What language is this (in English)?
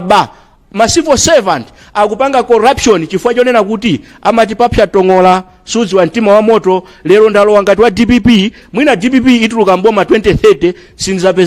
Nyanja